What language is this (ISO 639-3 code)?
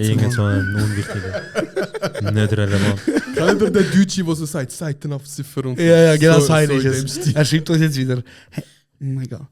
gsw